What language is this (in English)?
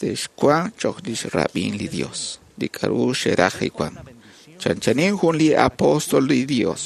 Kekchí